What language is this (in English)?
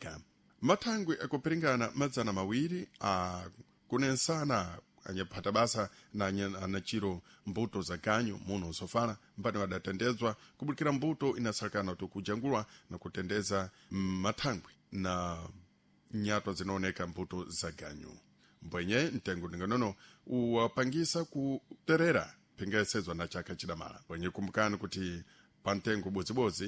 Sena